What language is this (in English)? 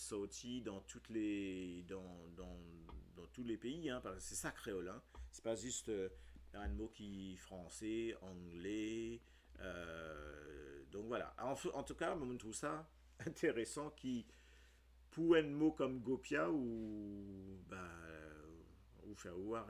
Morisyen